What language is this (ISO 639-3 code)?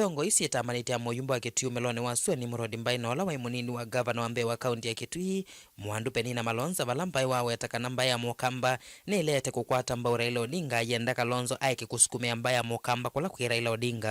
kam